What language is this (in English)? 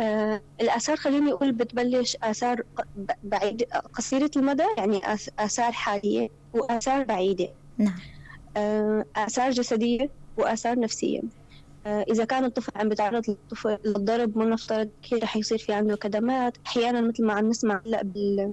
North Levantine Arabic